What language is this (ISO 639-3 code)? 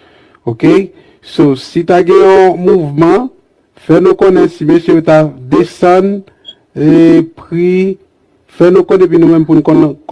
hat